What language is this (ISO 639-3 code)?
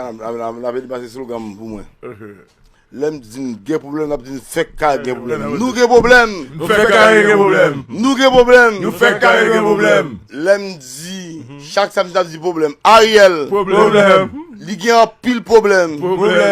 hat